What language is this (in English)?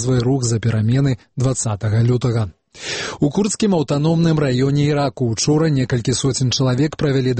Belarusian